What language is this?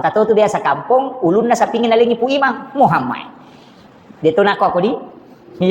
Buginese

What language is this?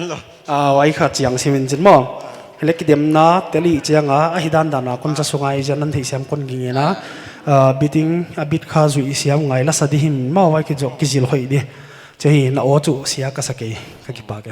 Paite Chin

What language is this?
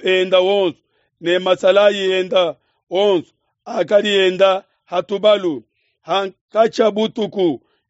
Luba-Lulua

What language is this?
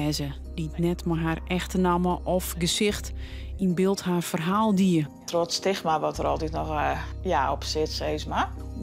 Western Frisian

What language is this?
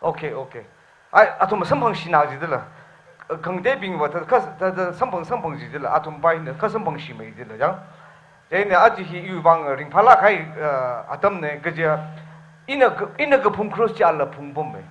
Tangkhul Naga (India)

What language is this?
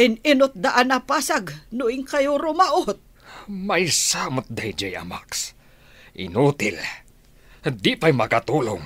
Iloko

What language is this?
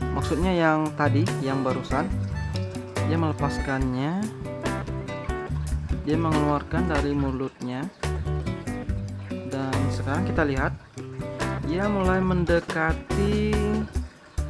Indonesian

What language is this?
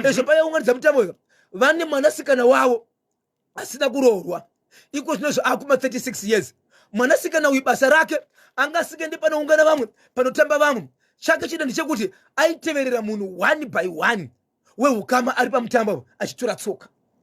Shona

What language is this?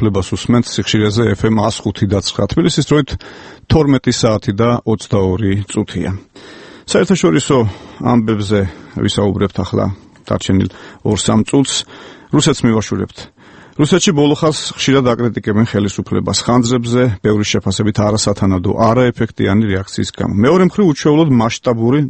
Georgian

